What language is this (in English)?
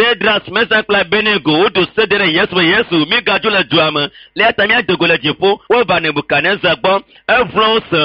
Ewe